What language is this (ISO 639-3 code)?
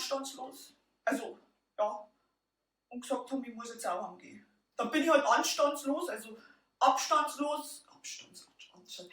bar